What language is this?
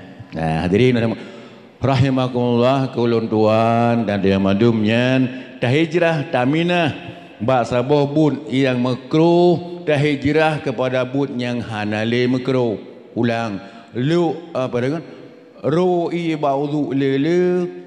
Achinese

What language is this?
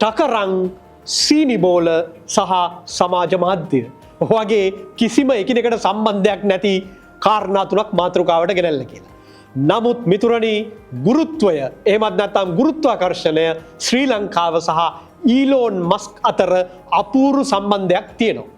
Sinhala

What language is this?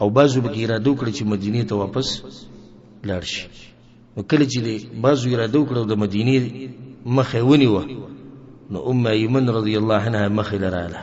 Pashto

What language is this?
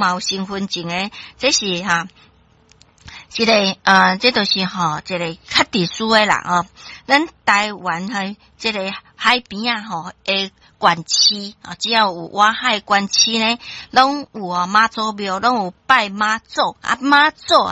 Min Nan Chinese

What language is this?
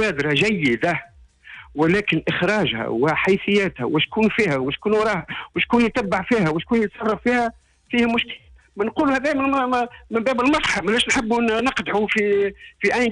Tunisian Arabic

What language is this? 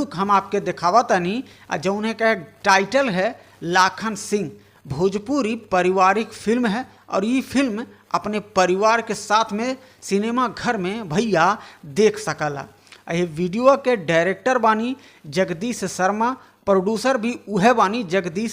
Bhojpuri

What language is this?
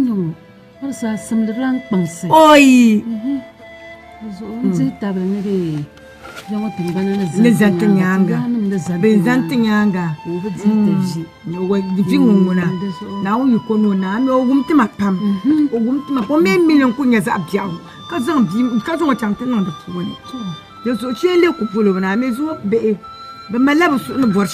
Dagbani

